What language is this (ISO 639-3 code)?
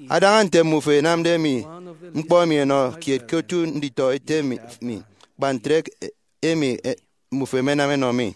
efi